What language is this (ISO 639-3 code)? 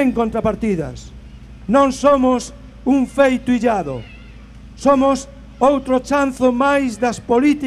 glg